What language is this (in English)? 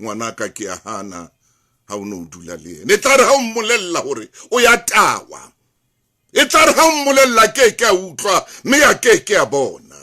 Southern Sotho